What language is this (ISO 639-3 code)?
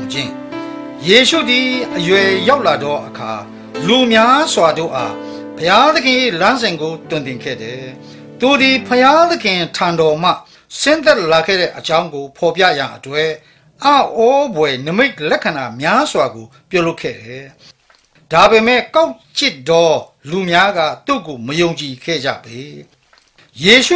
mya